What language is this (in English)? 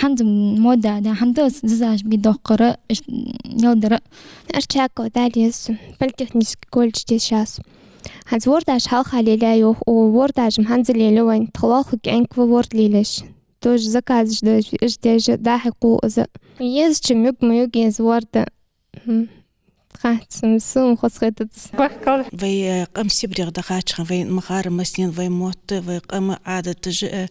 Ingush